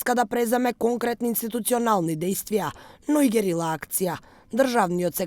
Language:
Macedonian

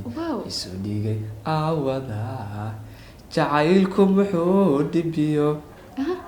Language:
Somali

